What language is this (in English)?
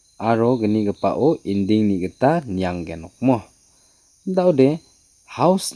Garo